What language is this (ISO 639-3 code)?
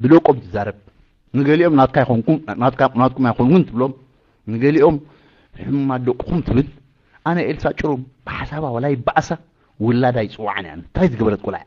tir